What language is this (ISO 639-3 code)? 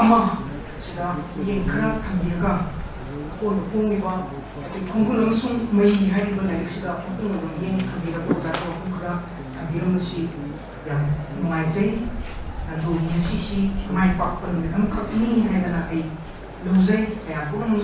mni